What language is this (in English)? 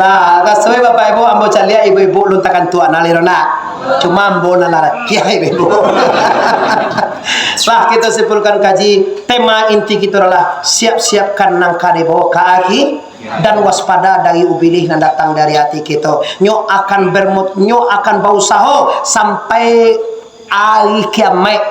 Minangkabau